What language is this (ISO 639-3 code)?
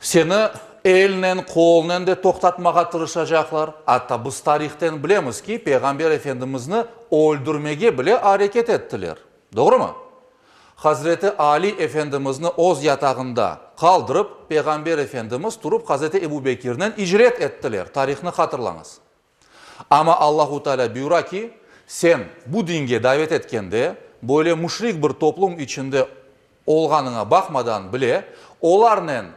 crh